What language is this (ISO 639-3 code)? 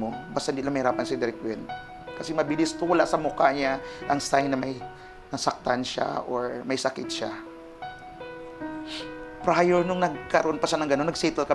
fil